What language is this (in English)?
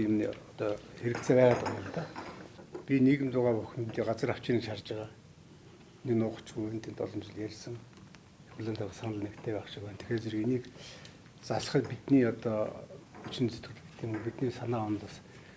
Mongolian